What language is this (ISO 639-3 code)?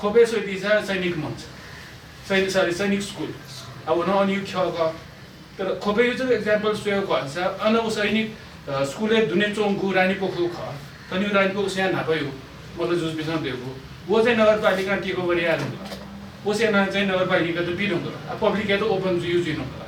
new